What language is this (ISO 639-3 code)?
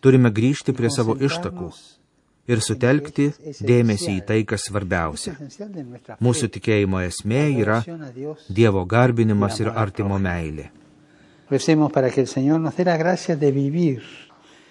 lit